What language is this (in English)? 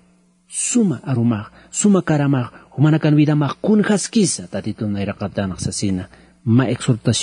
Aymara